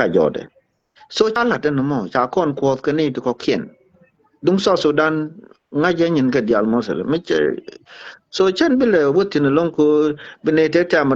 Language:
Nuer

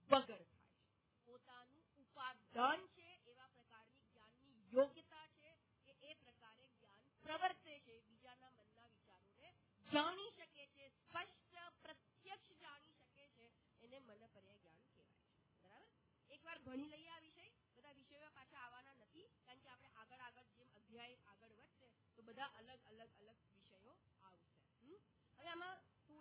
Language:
Gujarati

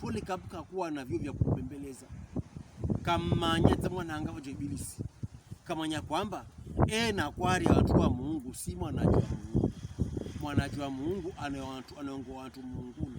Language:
Pokomo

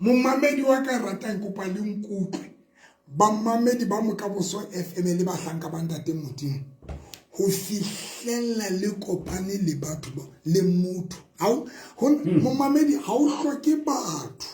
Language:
Southern Sotho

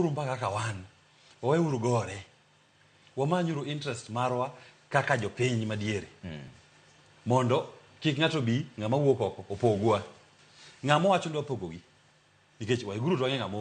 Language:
Luo (Kenya and Tanzania)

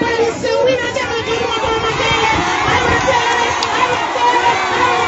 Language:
Nyanja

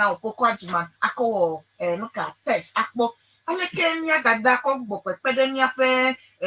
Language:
Ewe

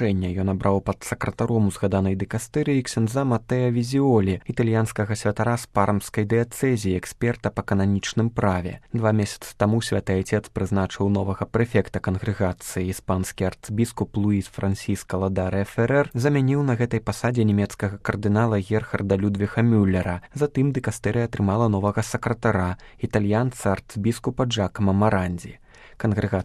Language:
Belarusian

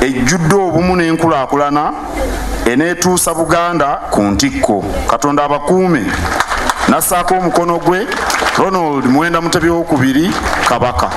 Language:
Ganda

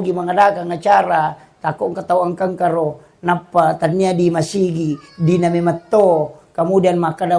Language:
Buginese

